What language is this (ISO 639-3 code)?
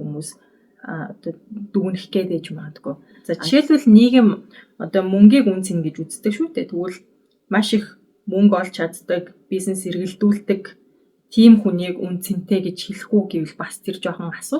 mon